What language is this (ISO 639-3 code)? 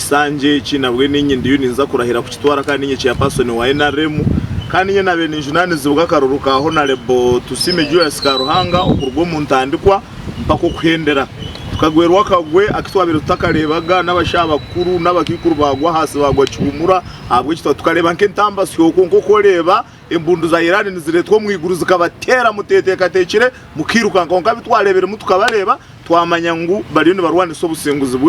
nyn